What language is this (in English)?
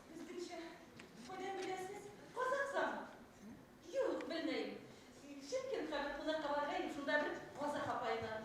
Bashkir